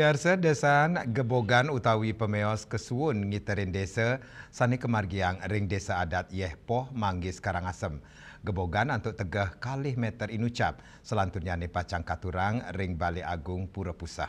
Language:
Balinese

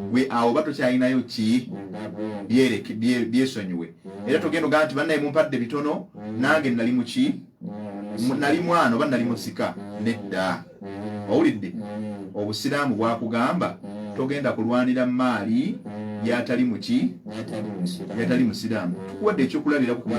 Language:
Ganda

